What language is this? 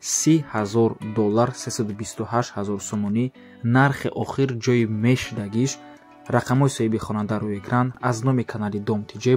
Tajik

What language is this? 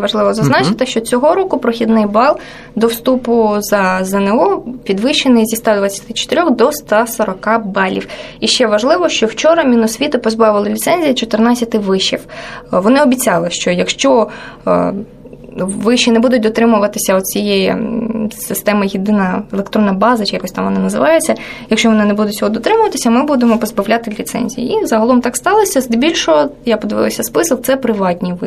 Ukrainian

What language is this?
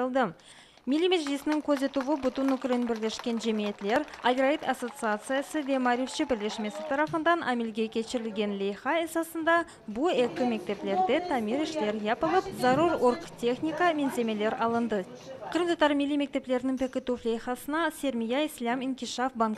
Crimean Tatar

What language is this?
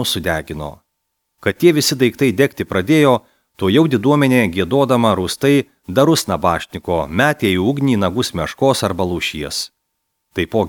Lithuanian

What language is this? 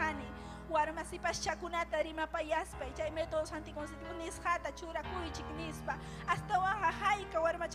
Ayacucho Quechua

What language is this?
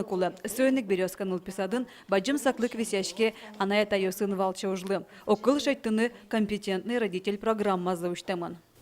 Udmurt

